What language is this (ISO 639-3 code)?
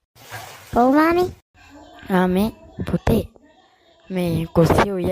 sin